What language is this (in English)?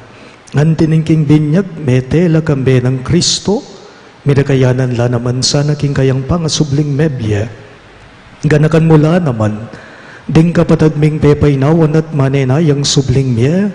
Pampanga